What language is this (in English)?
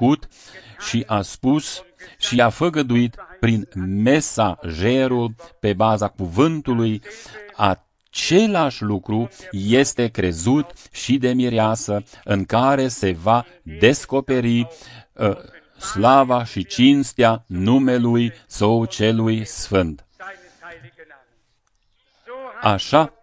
Romanian